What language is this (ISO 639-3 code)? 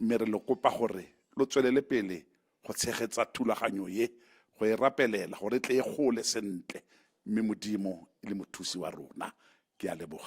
tsn